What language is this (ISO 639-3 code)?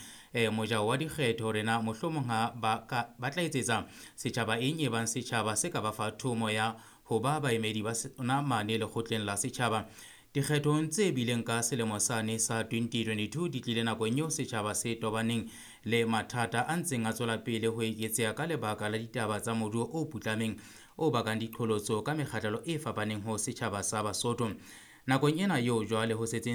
sot